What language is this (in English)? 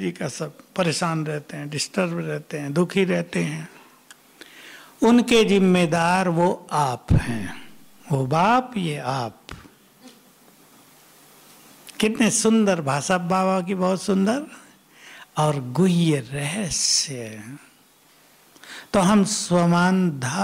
Hindi